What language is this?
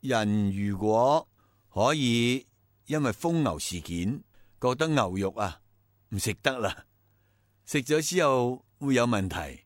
Cantonese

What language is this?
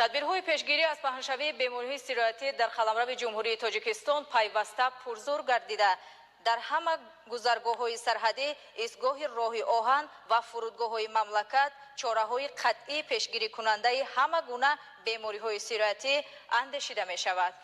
Tajik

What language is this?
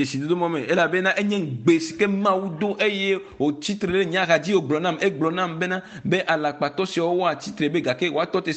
Ewe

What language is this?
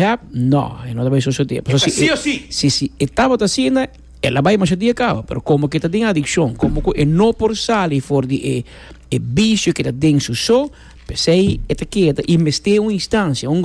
Papiamento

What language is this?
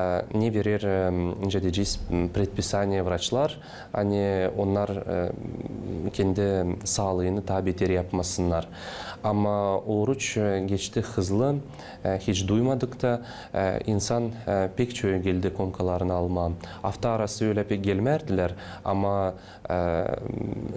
Gagauz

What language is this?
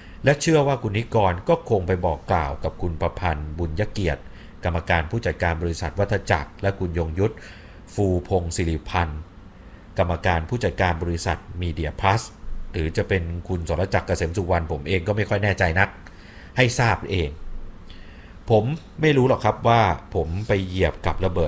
Thai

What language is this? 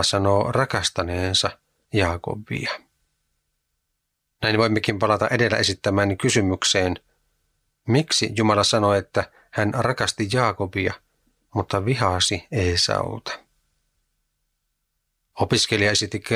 Finnish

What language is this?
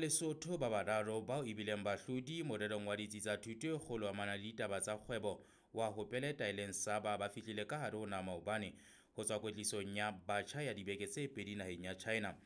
Southern Sotho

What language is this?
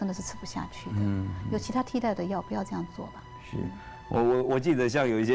Chinese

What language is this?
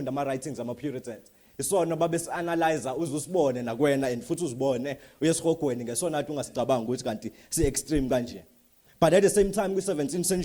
Zulu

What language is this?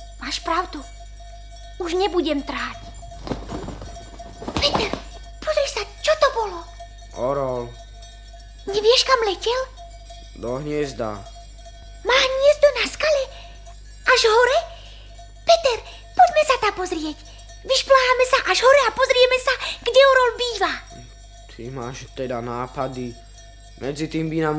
Slovak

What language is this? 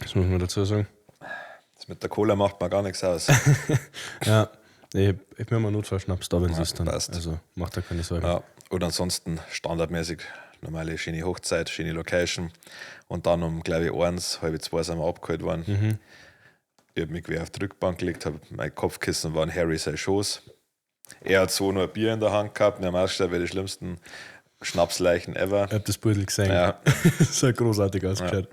Bavarian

